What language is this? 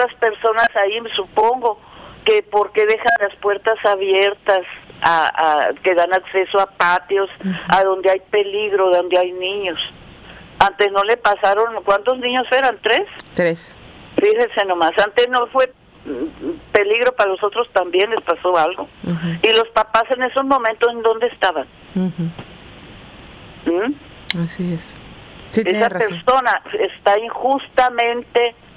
Spanish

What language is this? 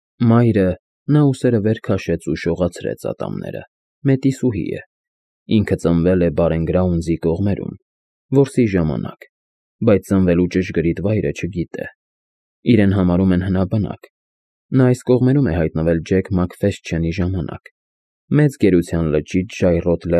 Armenian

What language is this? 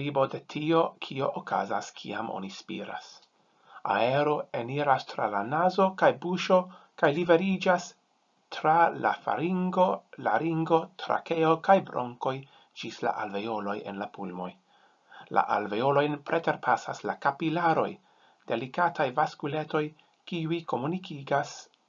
Esperanto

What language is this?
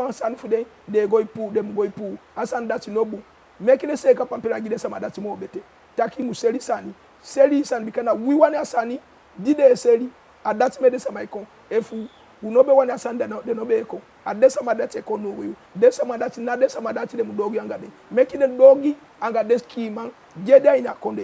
Eastern Maroon Creole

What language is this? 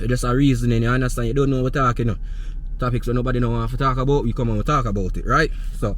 Jamaican Creole English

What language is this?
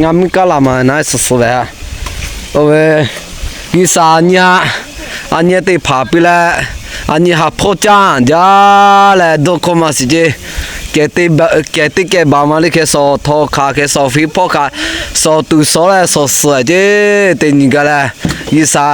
Lahu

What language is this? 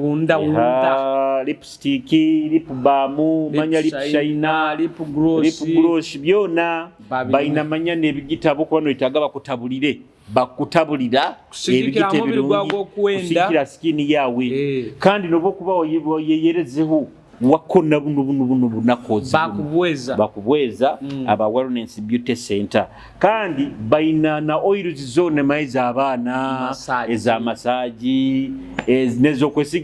Nyoro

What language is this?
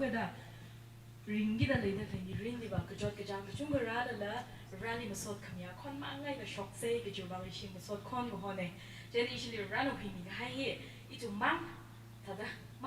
Tangkhul Naga (India)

